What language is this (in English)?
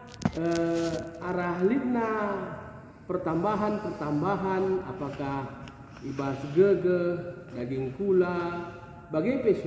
Batak Karo